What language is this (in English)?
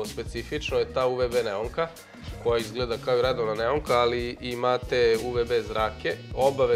Serbian